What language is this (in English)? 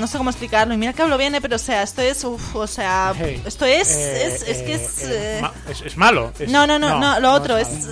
Spanish